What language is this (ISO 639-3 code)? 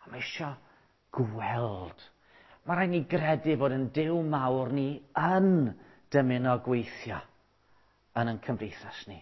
cym